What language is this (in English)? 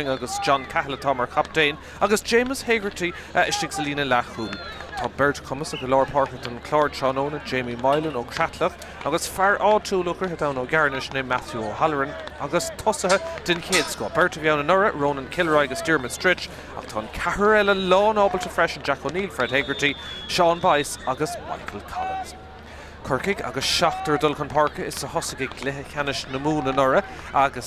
Irish